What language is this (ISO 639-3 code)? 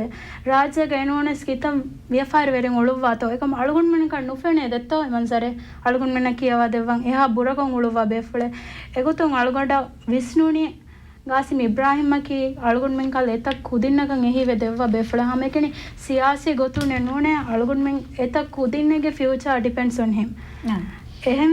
div